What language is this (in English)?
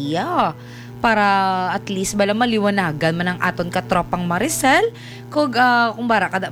Hiligaynon